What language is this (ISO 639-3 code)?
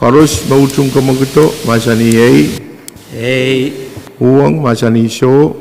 pon